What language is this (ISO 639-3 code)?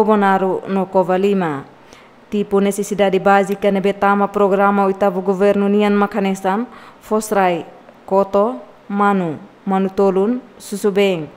tet